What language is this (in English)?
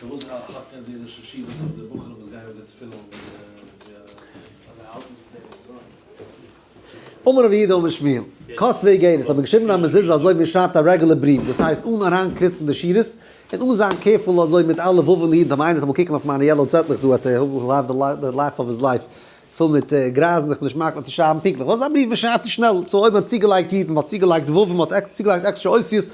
Yiddish